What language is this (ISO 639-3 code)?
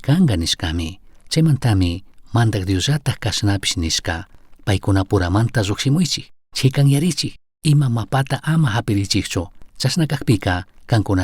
qug